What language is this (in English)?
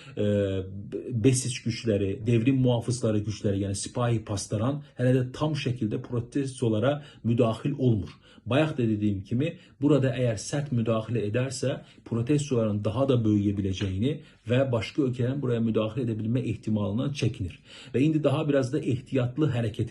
Azerbaijani